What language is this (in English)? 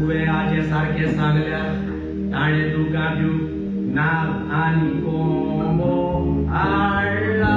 Konkani